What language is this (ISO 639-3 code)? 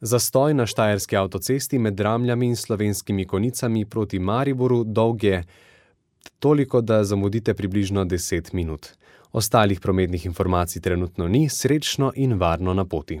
slv